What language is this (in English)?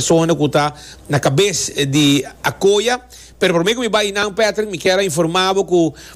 Papiamento